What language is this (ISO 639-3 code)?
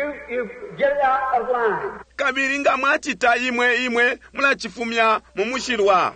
bem